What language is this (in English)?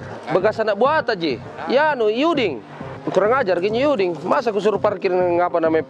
Makassar Malay